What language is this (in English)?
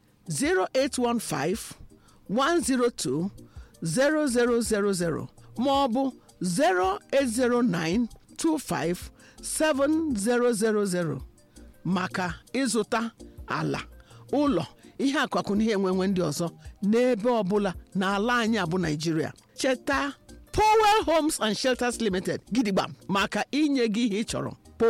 Igbo